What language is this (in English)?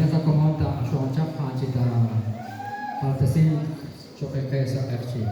Kekchí